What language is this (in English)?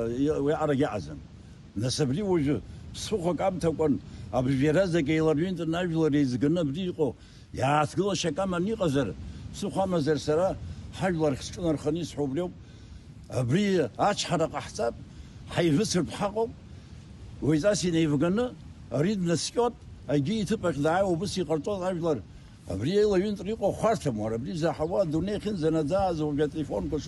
Abkhazian